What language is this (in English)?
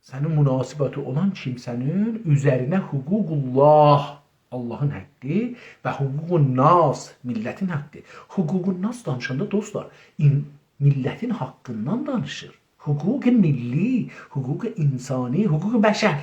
South Azerbaijani